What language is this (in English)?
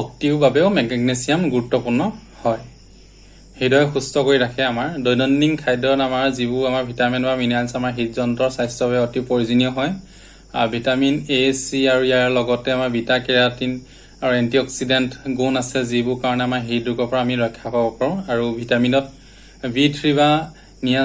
Assamese